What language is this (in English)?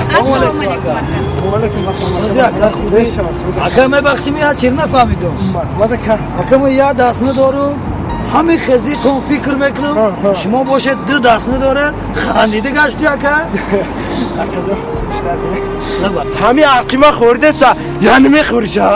Tajik